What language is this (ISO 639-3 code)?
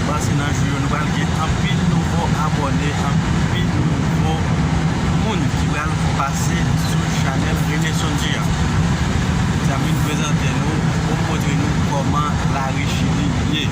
hat